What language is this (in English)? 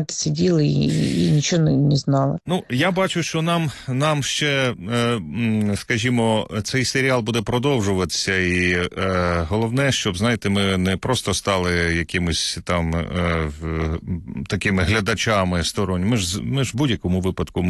Ukrainian